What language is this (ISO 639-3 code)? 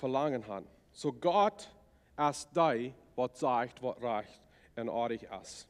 pdt